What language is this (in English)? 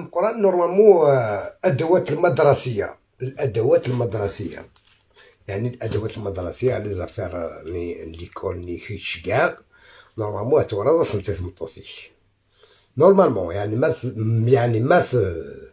Algerian Arabic